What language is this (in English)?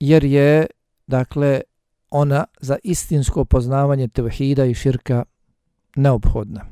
Bosnian